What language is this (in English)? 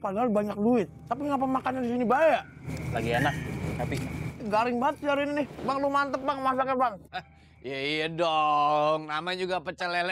Betawi